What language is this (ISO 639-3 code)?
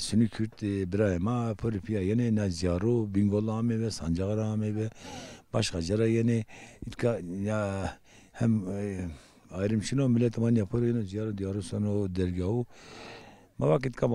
zza